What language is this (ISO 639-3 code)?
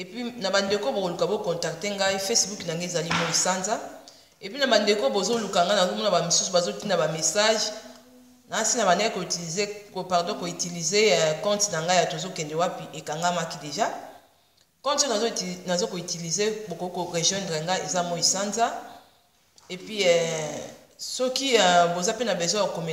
lin